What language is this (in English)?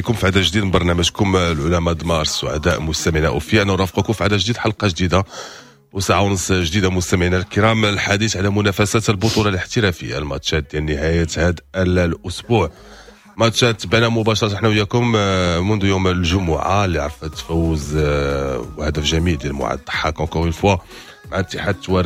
Moroccan Arabic